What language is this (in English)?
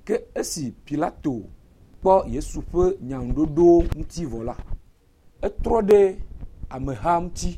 Ewe